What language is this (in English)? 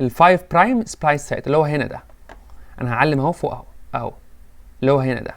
Egyptian Arabic